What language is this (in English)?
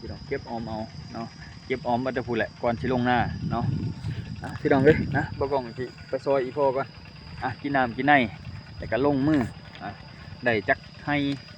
Lao